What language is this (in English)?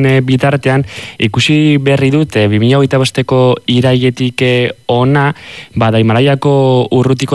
Basque